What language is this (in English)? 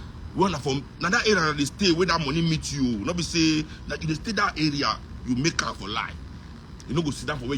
Nigerian Pidgin